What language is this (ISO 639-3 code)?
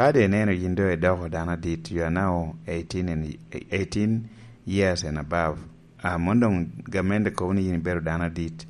laj